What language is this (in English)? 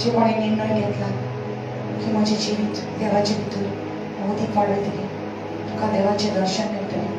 Konkani